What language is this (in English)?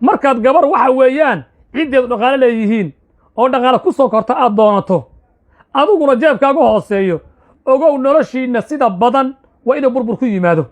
Somali